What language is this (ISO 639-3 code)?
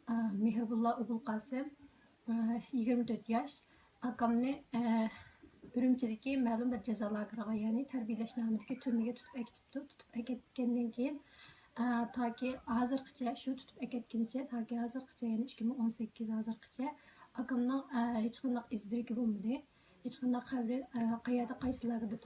uig